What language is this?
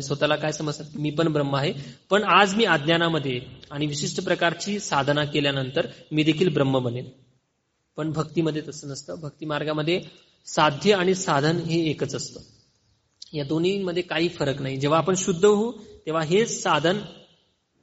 Marathi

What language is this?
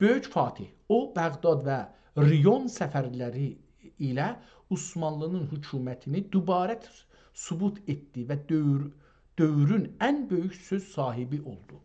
South Azerbaijani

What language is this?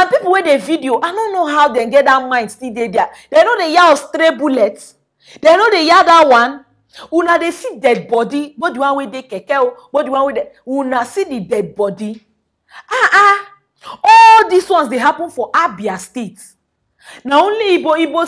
Nigerian Pidgin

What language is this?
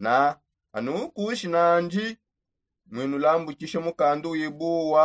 Songe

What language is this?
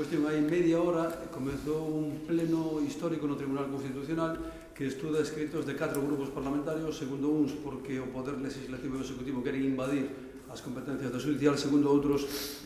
Galician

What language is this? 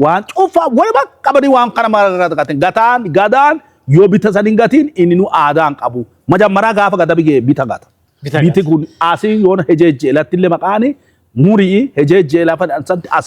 Oromo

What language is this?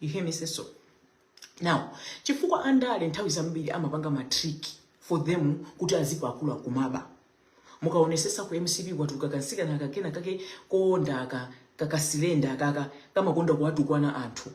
Nyanja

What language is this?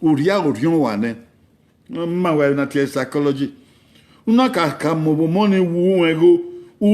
Bini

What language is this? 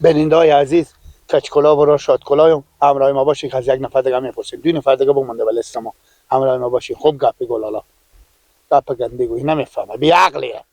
Persian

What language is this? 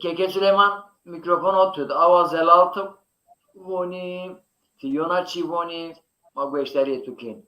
Zaza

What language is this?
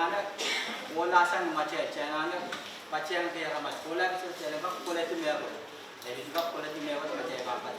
Pohnpeian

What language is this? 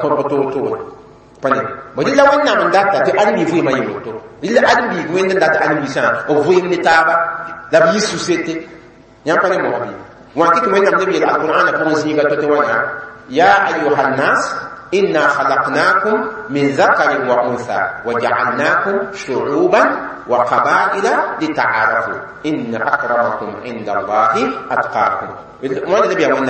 Mossi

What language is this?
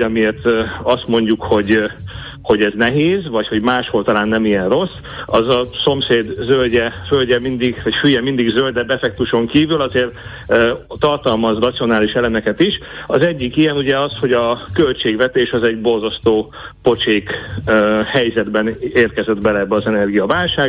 Hungarian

